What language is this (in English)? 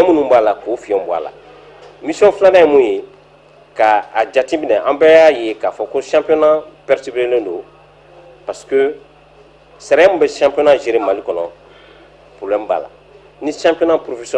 Bambara